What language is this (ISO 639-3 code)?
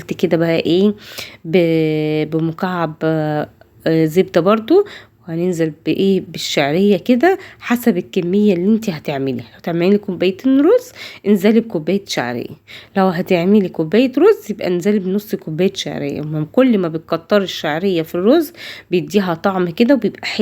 arz